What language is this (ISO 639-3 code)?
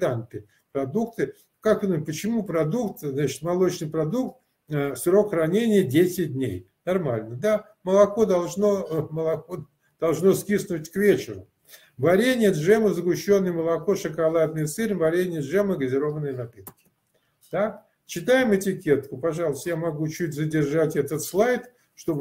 rus